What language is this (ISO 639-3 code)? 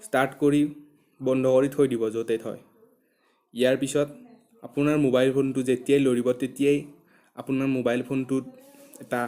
asm